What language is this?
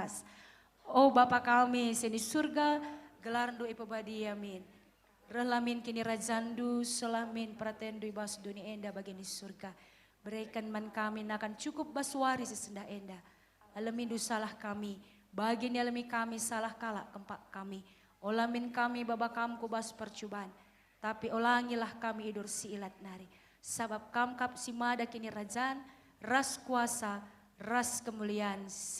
Batak Karo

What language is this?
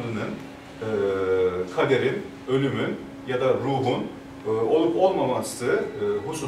Turkish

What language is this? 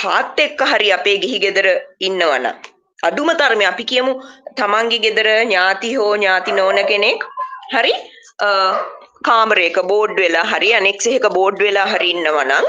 Sinhala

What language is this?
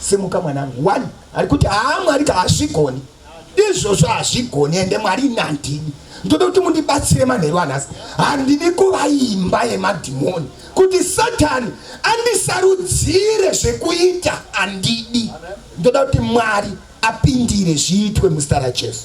Shona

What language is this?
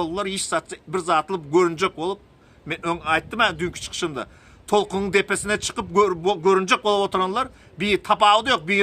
Turkmen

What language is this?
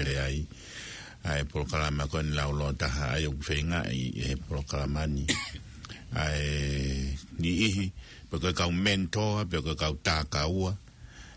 Tongan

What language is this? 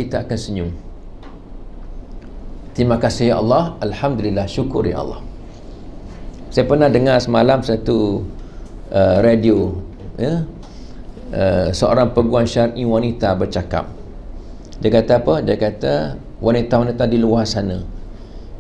Malay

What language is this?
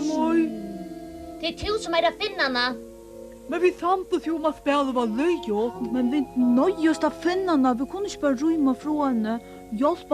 Faroese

